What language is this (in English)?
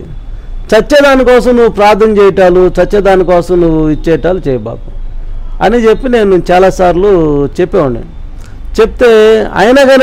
Telugu